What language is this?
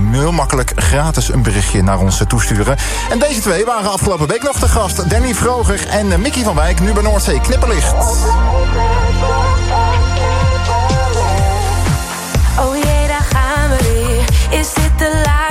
Dutch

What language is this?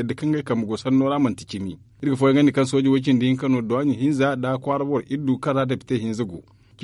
Zarma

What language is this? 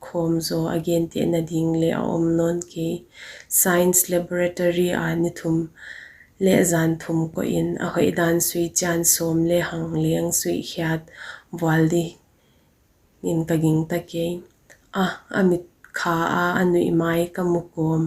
Paite Chin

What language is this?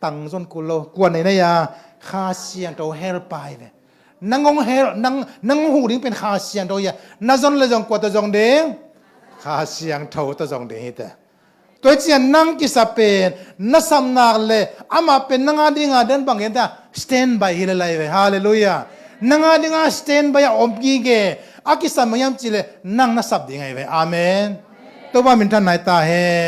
Tedim Chin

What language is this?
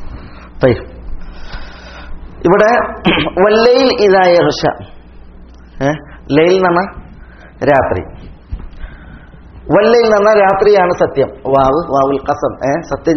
Malayalam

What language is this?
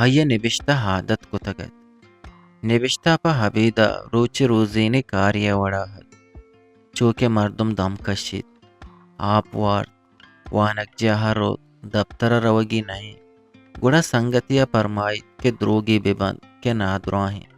Eastern Balochi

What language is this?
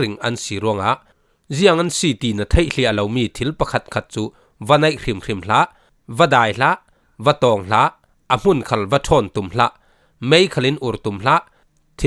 Falam Chin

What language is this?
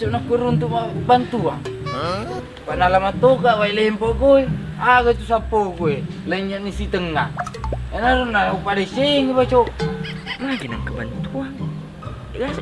Buginese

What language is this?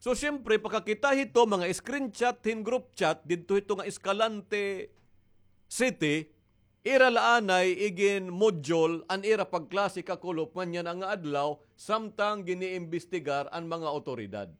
Waray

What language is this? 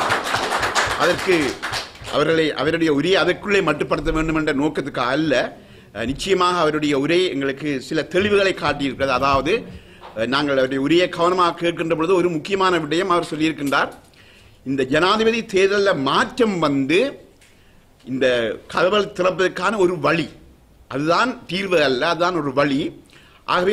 Tamil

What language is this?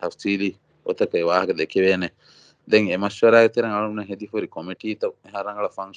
Divehi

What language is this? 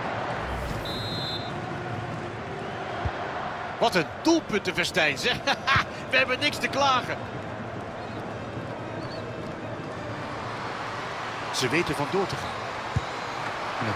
Dutch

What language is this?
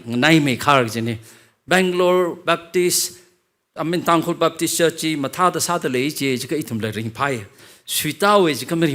Tangkhul Naga (India)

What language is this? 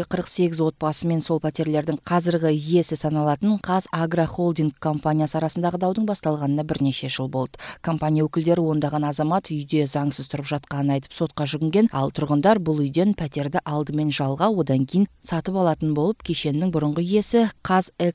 Kyrgyz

